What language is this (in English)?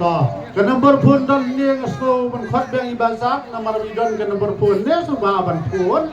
Khasi